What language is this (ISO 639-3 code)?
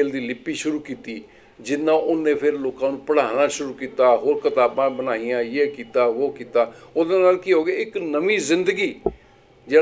pan